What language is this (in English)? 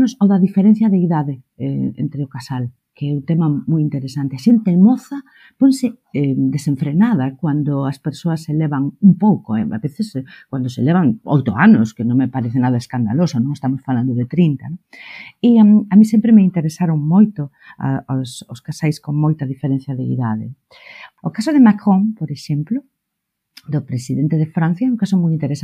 Galician